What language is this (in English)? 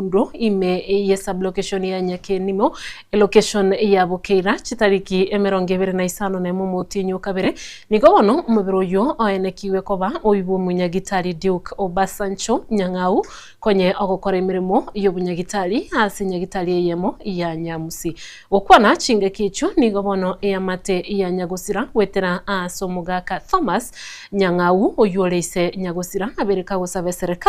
Gusii